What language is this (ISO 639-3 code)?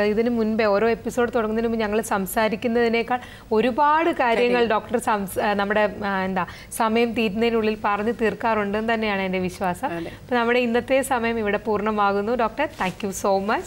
mal